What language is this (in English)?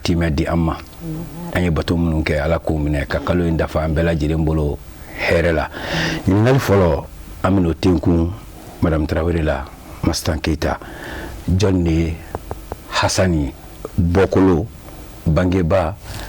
Bambara